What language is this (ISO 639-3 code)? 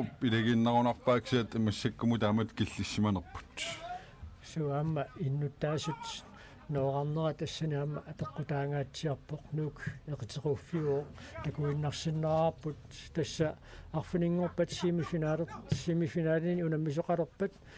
kal